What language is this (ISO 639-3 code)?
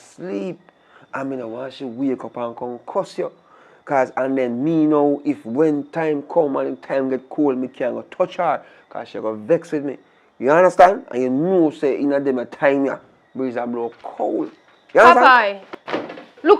jam